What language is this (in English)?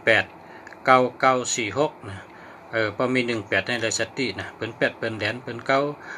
Shan